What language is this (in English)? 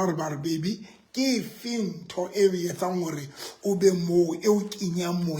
Southern Sotho